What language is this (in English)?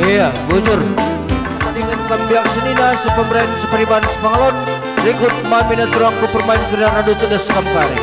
Batak Karo